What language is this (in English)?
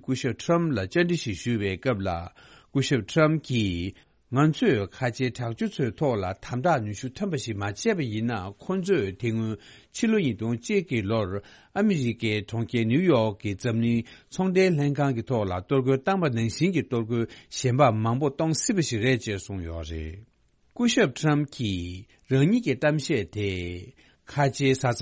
Tibetan